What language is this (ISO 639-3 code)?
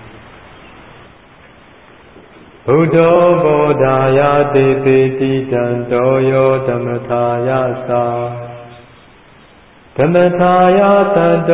mya